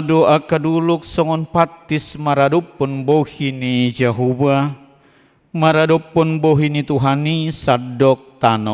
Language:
Batak Toba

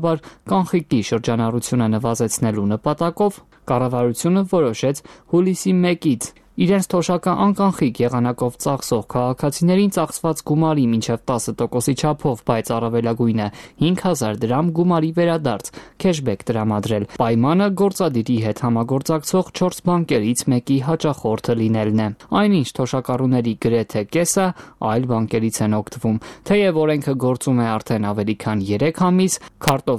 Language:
Armenian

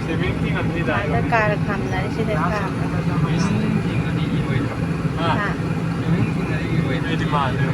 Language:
Manipuri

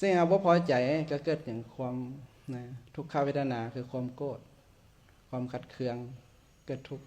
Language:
Lao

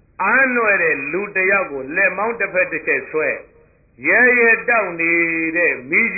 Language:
Burmese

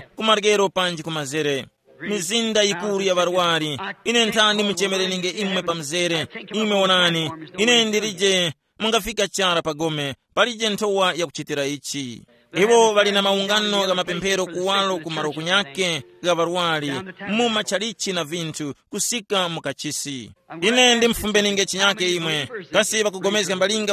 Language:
Tumbuka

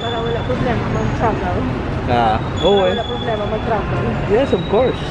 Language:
Hiligaynon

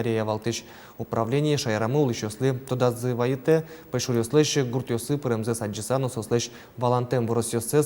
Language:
Udmurt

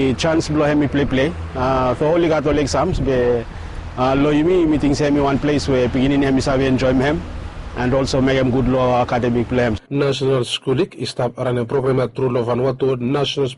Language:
Bislama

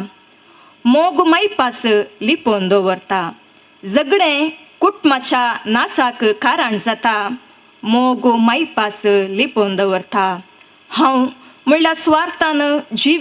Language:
Konkani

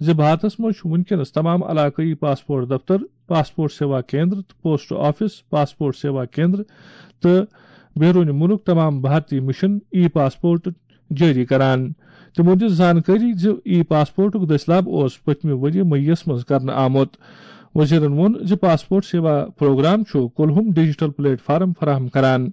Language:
Kashmiri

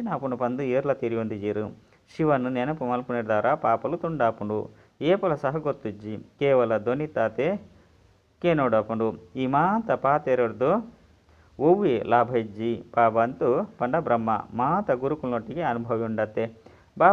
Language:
Tulu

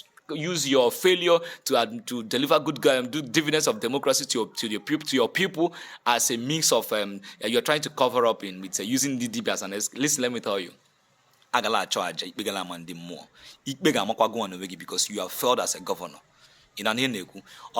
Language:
Igbo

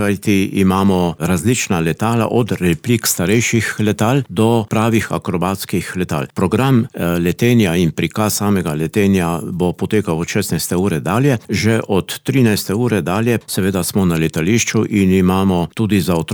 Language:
Slovenian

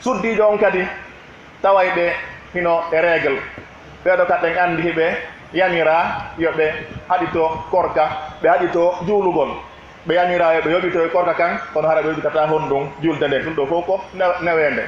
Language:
Pular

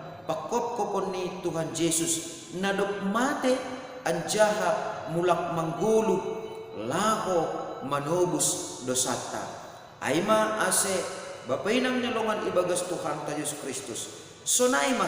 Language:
Batak Simalungun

